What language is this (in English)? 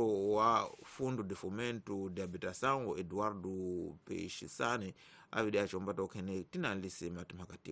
Tsonga